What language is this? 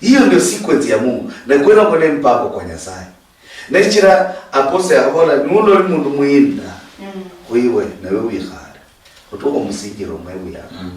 Luyia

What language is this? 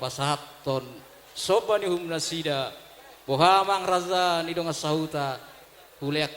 Batak Toba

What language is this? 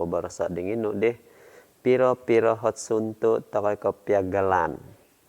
Central Dusun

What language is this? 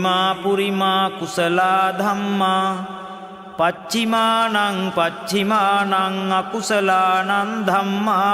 Pali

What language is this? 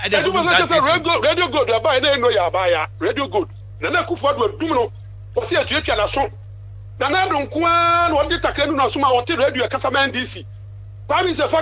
Akan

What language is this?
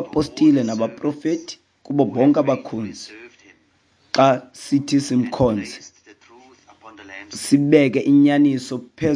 Xhosa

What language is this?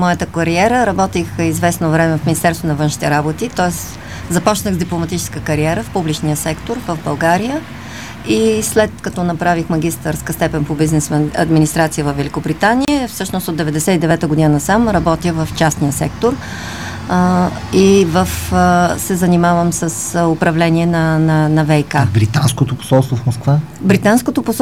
Bulgarian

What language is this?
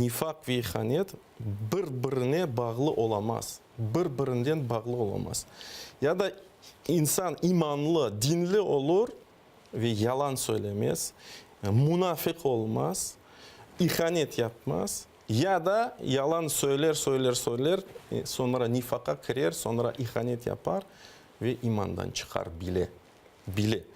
Crimean Tatar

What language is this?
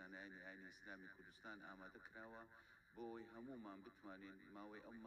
Central Kurdish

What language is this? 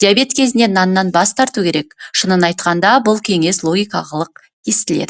Kazakh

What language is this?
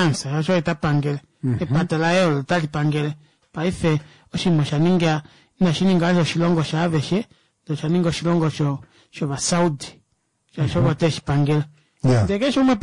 Kuanyama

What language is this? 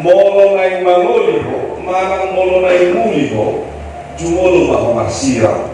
Batak Toba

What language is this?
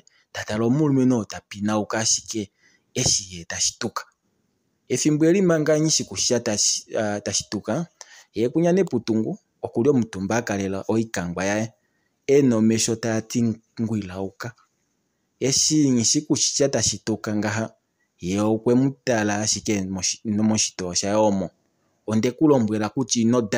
Kuanyama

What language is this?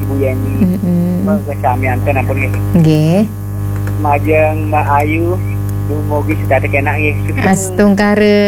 Balinese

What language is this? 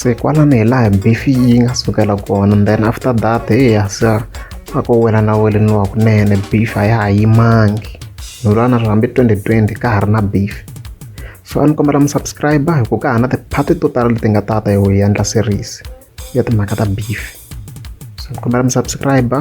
Tsonga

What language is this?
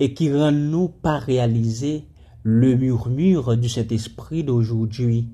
Haitian Creole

